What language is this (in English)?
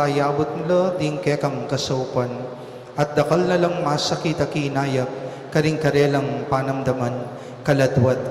Pampanga